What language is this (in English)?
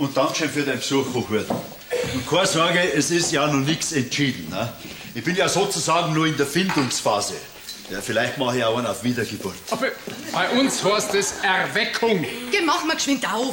Bavarian